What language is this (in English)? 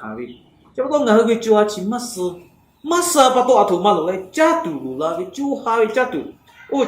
Lahu